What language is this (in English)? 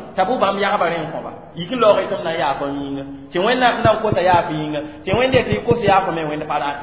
Mossi